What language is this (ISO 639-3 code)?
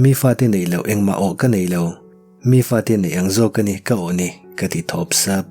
lus